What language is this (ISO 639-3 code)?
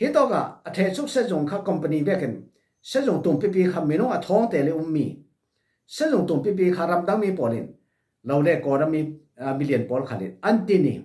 cfm